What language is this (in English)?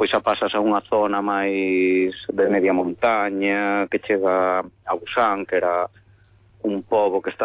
Galician